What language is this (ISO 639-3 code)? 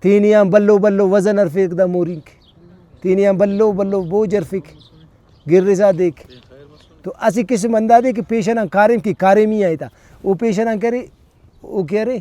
brh